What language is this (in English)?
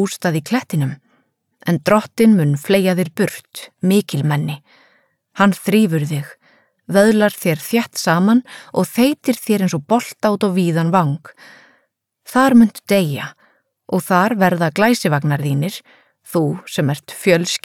Icelandic